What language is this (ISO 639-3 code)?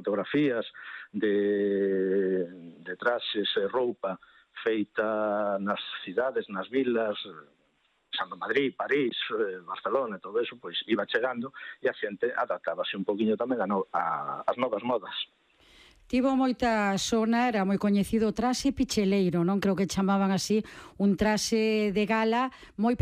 glg